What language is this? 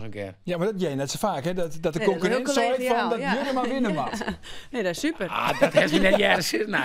Western Frisian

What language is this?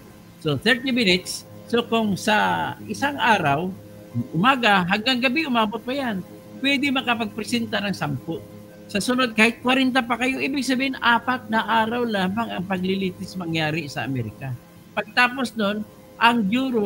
Filipino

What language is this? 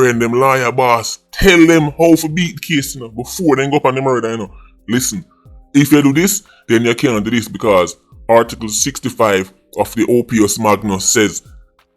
Jamaican Creole English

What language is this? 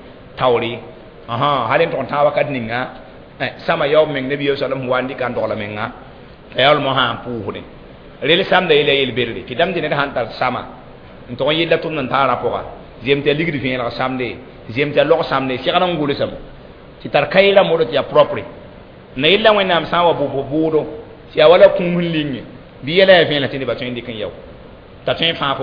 Mossi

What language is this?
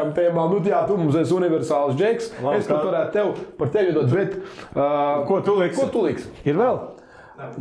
Latvian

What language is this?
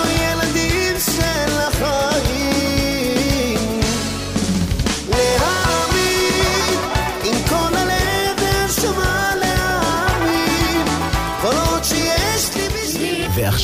Hebrew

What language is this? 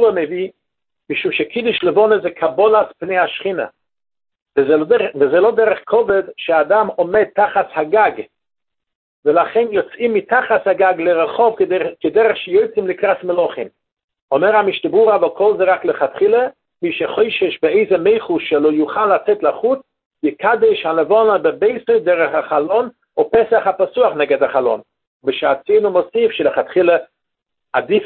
Hebrew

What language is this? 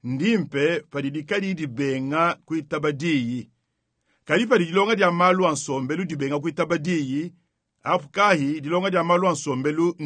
Luba-Lulua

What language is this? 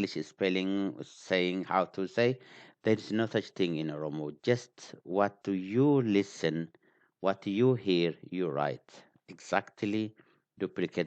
English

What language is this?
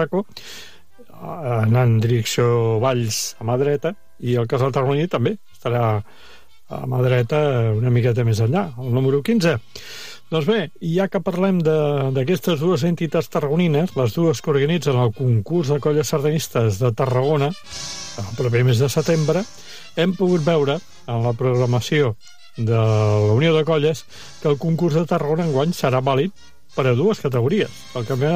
Catalan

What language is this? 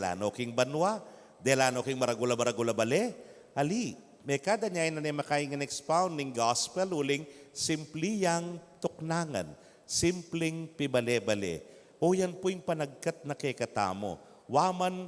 Pampanga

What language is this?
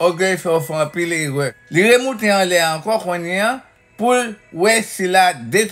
Haitian Creole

